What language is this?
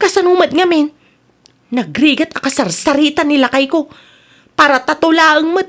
Iloko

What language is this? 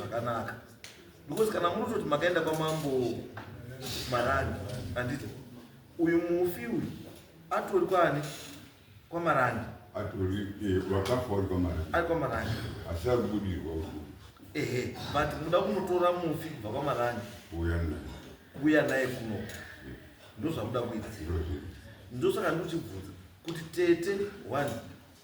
Shona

